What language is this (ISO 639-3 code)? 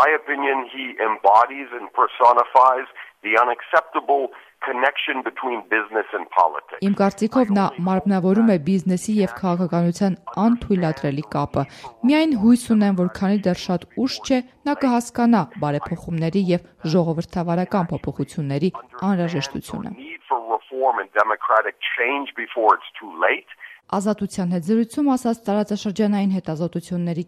hye